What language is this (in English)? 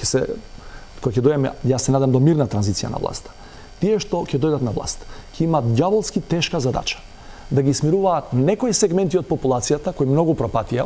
Macedonian